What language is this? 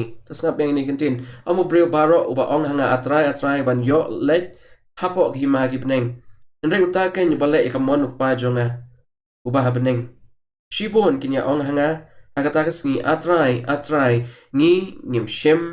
Khasi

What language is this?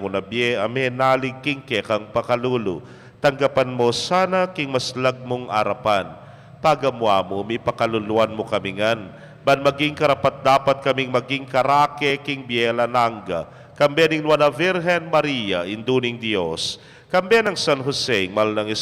Pampanga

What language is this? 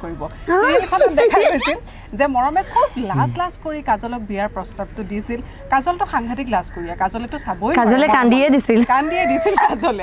Assamese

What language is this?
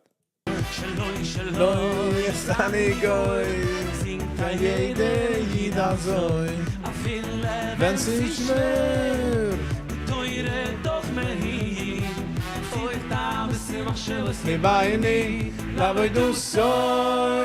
Yiddish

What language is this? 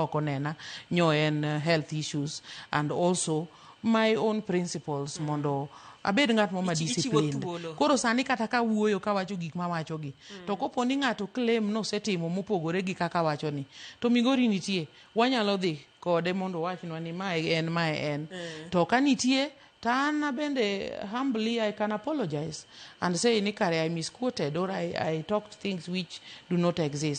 Luo (Kenya and Tanzania)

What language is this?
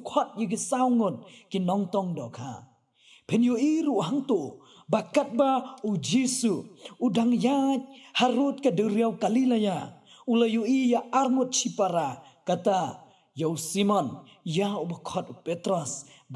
Khasi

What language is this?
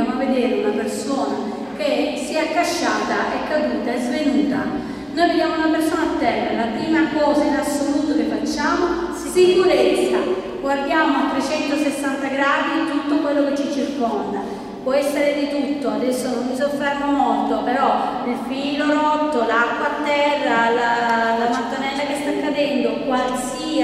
Italian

